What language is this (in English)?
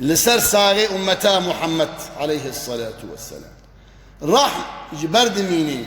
Kurdish